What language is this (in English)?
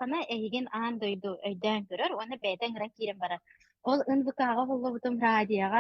Yakut